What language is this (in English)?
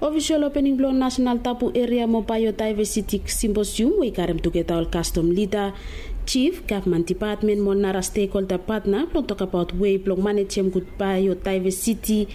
Bislama